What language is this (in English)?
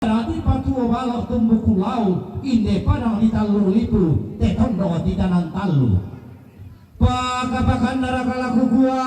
Toraja-Sa'dan